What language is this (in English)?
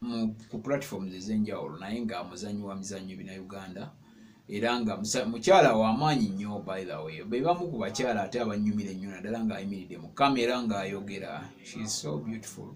Ganda